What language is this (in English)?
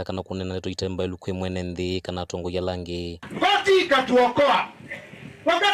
Kamba